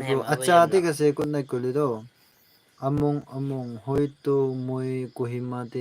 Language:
Naga Pidgin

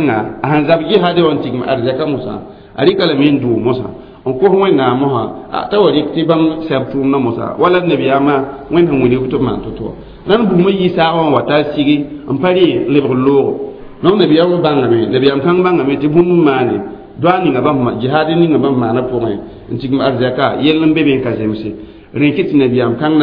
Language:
Mossi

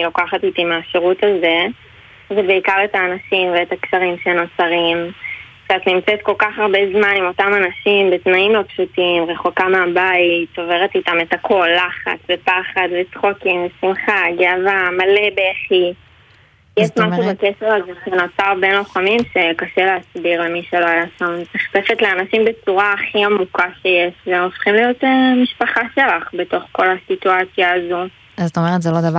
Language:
Hebrew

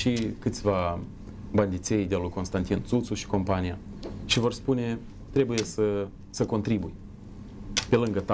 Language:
Romanian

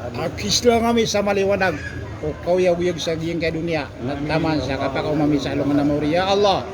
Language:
Maranao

